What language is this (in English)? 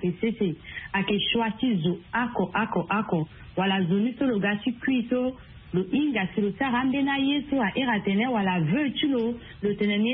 Sango